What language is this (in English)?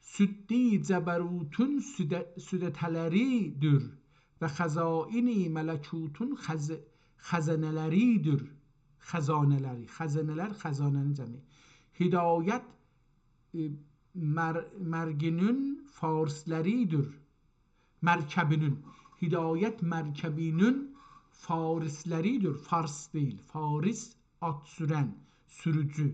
South Azerbaijani